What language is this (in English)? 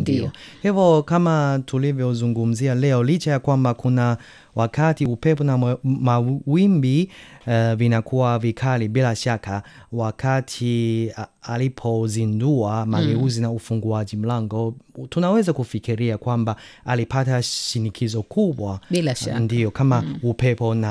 Swahili